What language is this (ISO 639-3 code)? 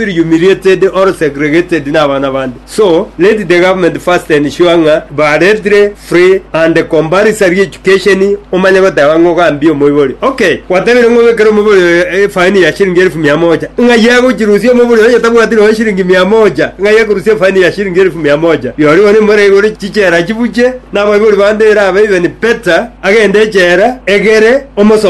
guz